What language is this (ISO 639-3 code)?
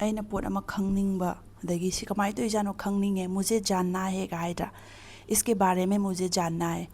mni